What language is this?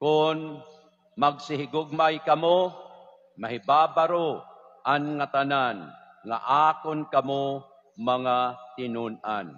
Waray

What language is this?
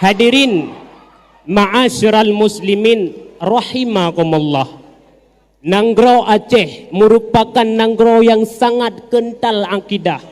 Achinese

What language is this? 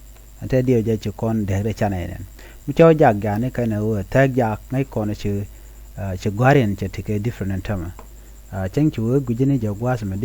Nuer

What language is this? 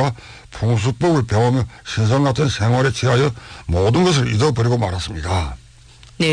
Korean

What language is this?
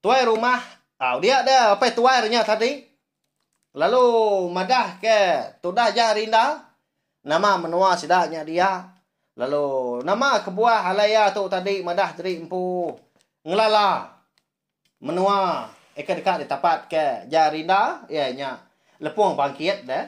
Iban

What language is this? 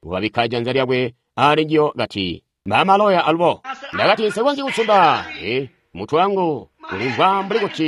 Tonga (Zambia)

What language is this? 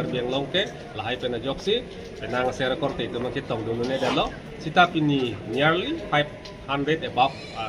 Karbi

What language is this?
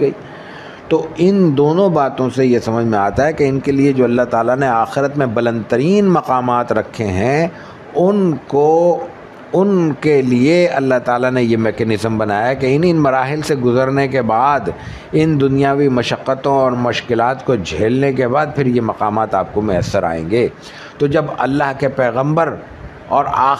Urdu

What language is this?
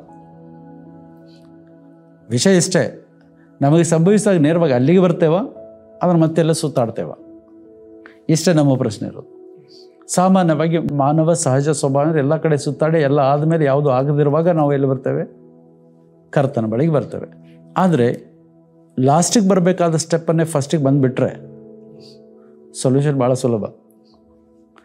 Kannada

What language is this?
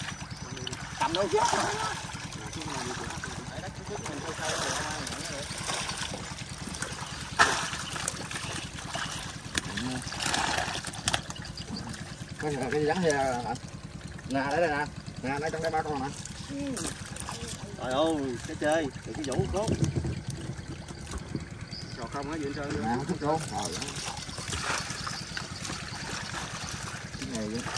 Vietnamese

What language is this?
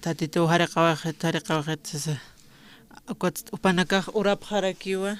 Aymara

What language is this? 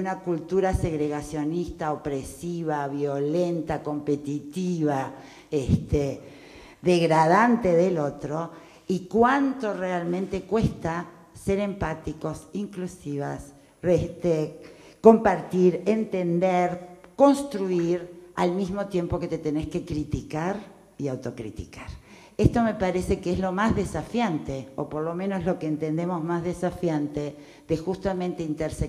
Spanish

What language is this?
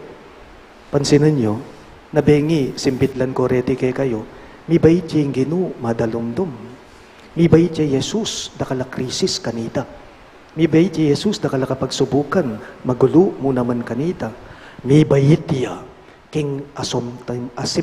Pampanga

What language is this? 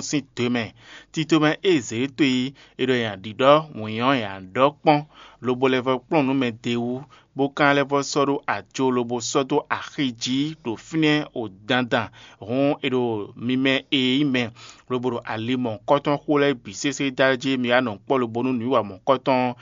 Fon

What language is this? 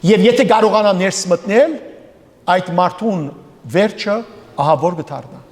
Western Armenian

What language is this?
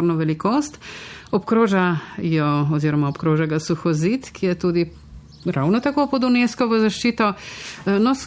Slovenian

